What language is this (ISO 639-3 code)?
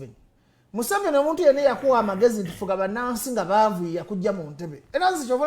lug